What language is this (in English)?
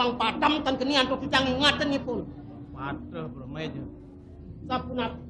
Balinese